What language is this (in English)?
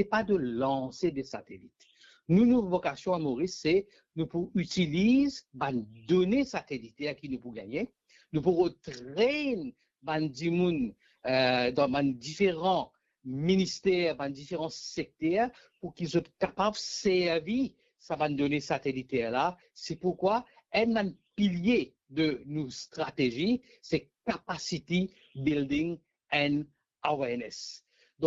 Morisyen